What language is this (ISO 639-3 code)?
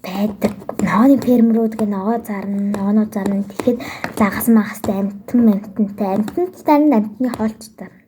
mon